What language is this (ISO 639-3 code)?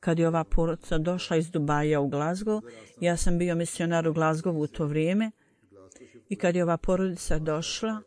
bos